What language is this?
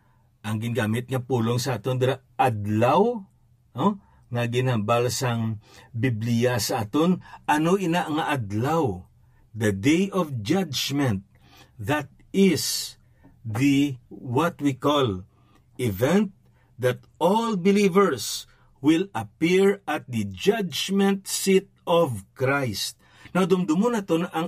Hiligaynon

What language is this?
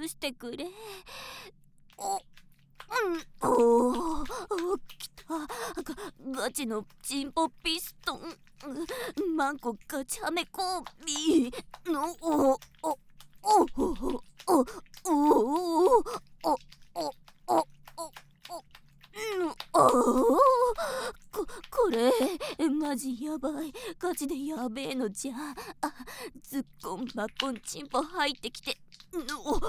Japanese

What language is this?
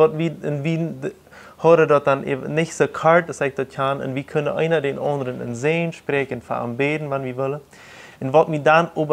Plautdietsch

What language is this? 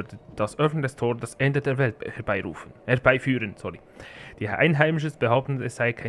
Swiss German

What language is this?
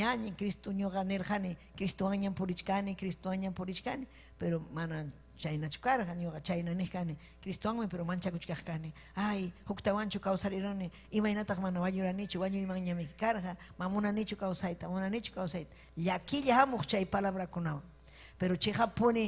Ayacucho Quechua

